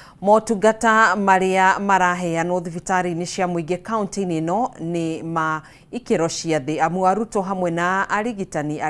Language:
Kikuyu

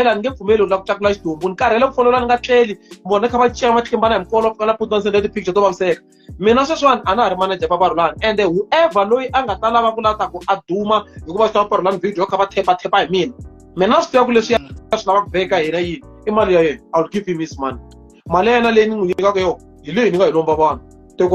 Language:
Tsonga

